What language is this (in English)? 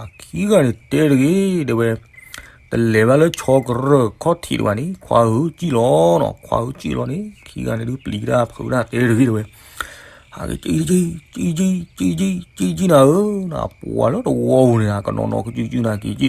S'gaw Karen